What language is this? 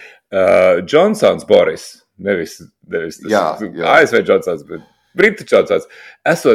Latvian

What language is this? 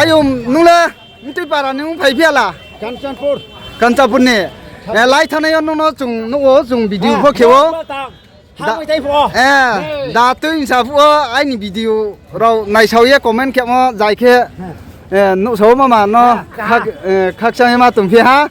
Riang (India)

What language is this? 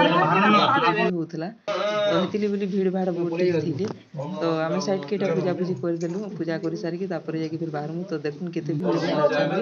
Sambalpuri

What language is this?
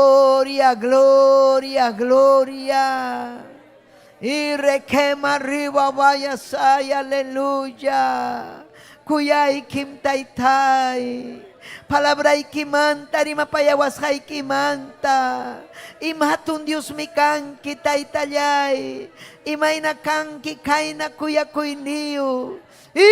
Ayacucho Quechua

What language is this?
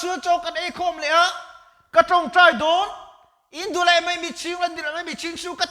Mizo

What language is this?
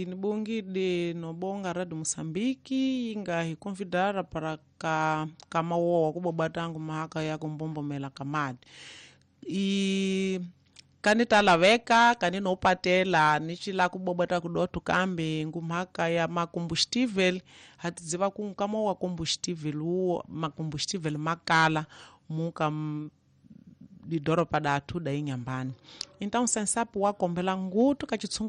Tsonga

